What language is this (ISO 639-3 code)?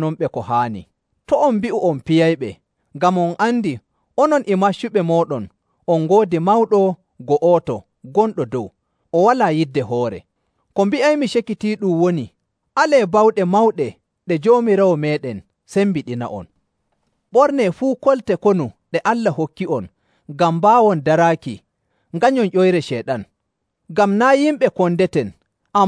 fuv